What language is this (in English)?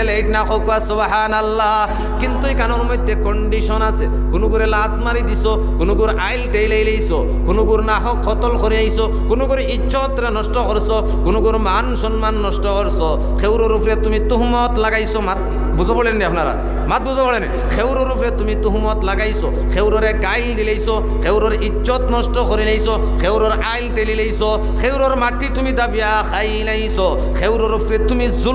Sylheti